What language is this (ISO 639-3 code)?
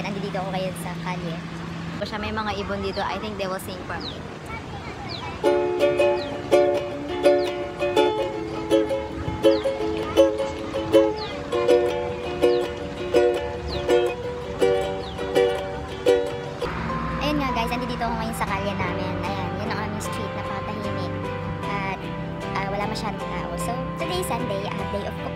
fil